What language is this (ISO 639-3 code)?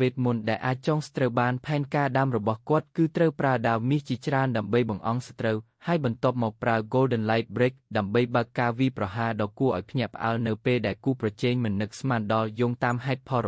khm